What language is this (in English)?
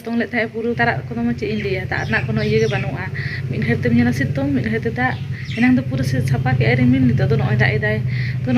Santali